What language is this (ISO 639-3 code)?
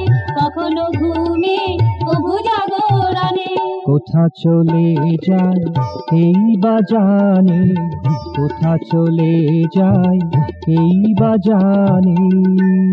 ben